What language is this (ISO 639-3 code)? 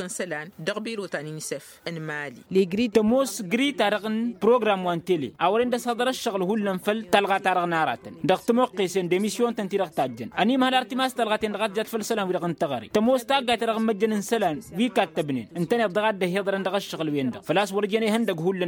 taq